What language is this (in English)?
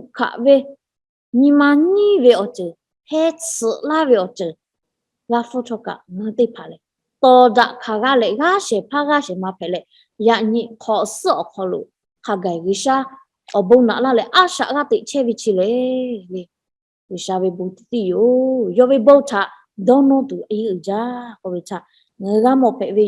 Lahu